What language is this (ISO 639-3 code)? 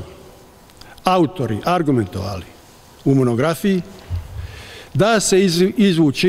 bos